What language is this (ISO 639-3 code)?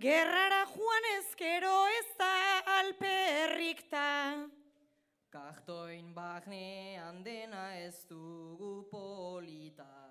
eus